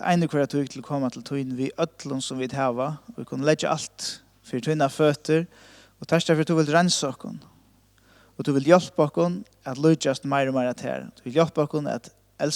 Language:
Faroese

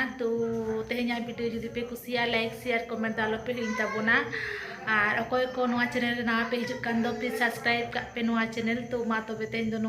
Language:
Santali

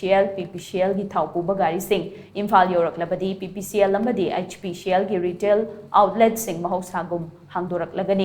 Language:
Manipuri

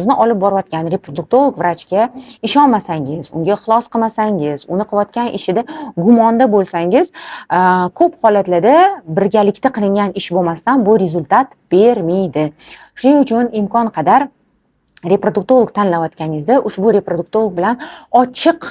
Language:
Uzbek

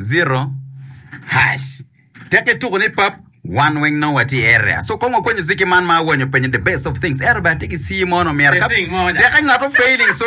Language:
Acoli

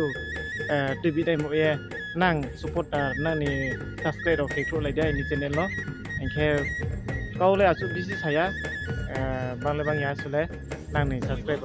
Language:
Riang (India)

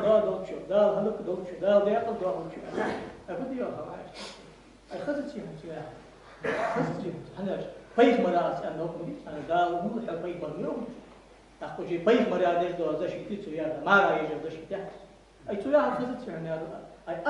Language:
Ingush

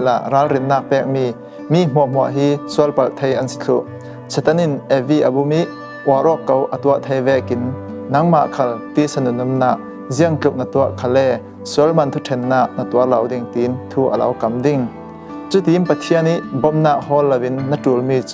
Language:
Falam Chin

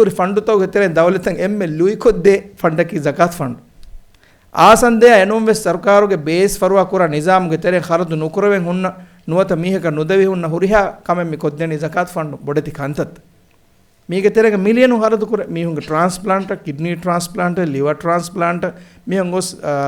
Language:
Divehi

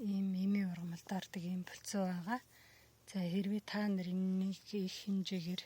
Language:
Mongolian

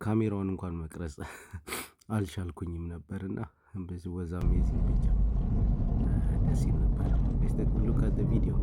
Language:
Amharic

